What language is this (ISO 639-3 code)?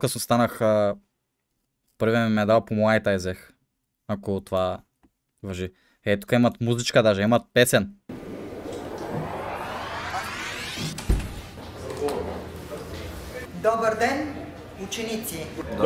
bul